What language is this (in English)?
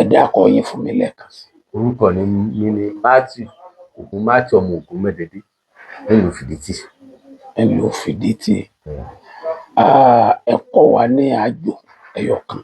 Yoruba